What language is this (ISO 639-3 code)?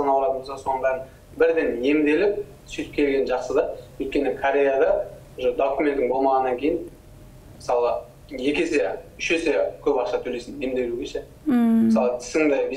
kaz